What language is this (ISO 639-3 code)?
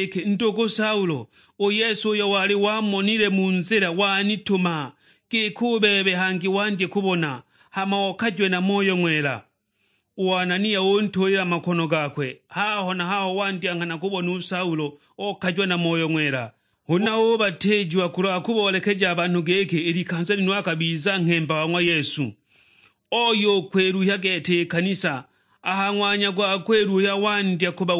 suk